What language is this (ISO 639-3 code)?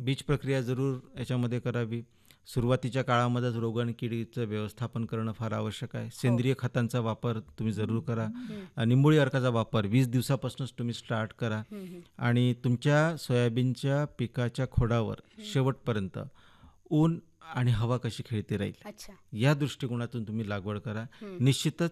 mar